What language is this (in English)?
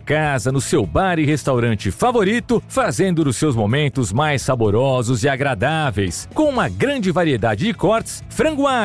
Portuguese